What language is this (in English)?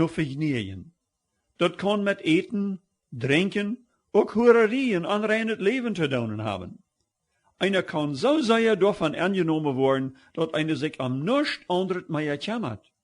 Plautdietsch